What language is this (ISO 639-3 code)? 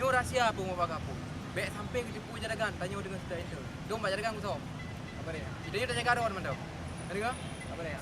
ace